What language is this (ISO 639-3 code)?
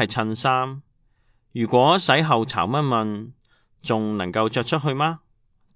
yue